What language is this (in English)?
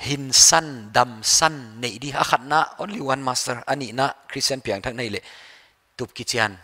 Paite Chin